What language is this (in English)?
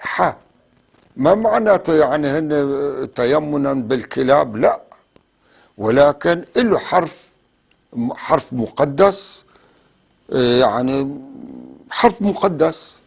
North Levantine Arabic